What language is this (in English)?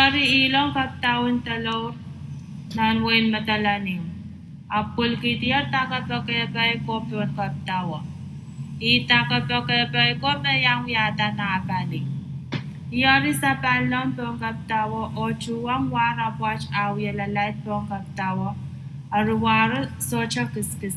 Pohnpeian